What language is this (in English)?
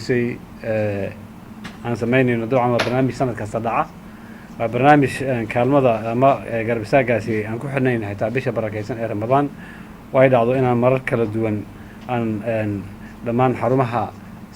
Somali